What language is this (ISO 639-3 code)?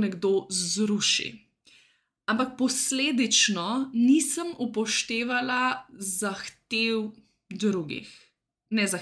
slv